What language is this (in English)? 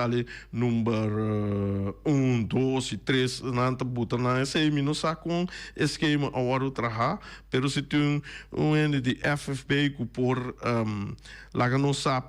Papiamento